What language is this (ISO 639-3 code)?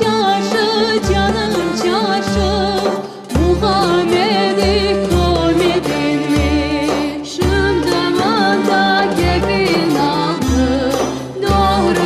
crh